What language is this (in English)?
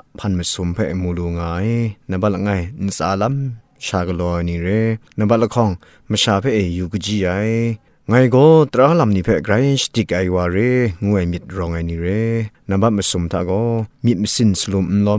Kachin